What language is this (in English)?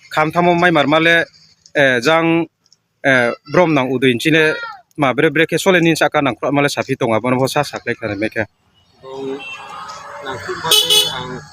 Riang (India)